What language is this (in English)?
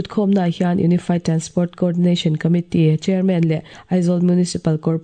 Mizo